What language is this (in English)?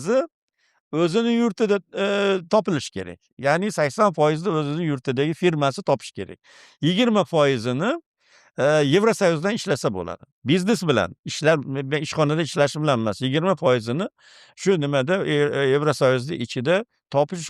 Uzbek